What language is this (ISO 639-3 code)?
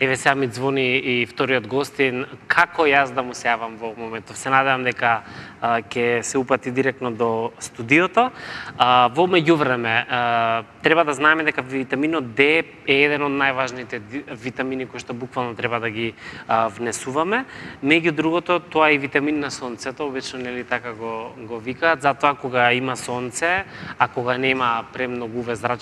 mkd